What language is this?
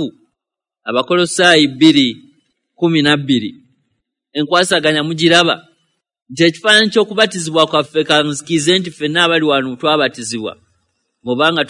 Ganda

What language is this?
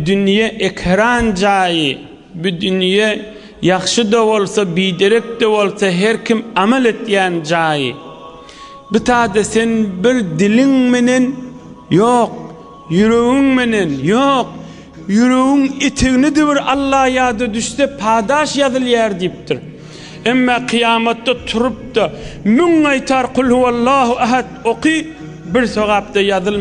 Turkmen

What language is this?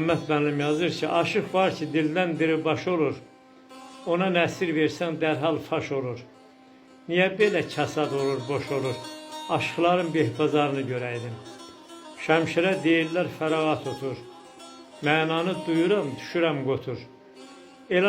Azerbaijani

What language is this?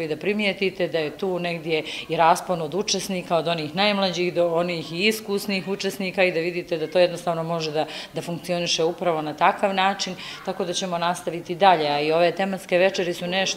Bosnian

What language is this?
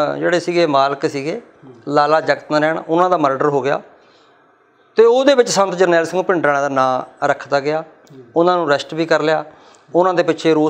Punjabi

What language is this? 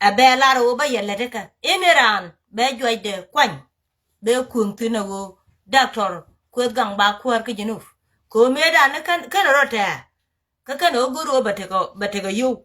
Nuer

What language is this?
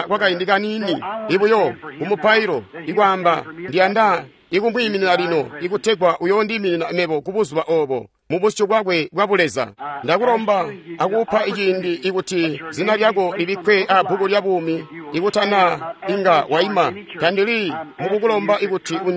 Tonga (Zambia)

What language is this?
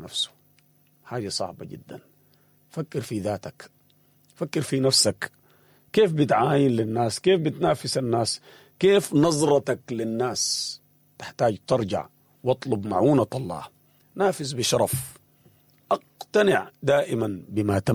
Sudanese Arabic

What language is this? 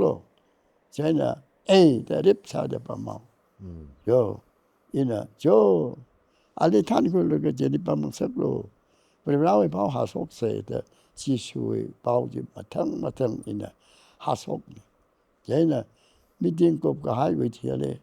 Tangkhul Naga (India)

